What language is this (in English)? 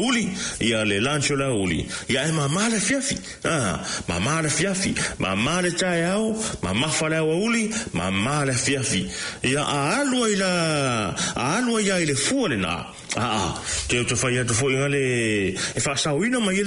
Samoan